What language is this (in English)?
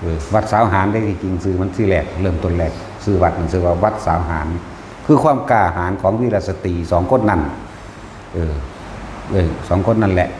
Northeastern Thai